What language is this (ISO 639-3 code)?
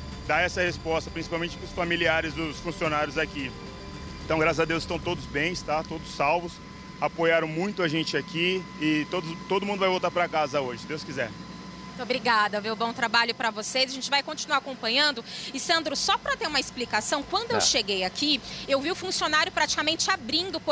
por